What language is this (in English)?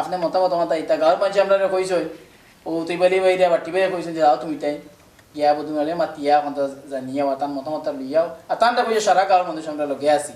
Sylheti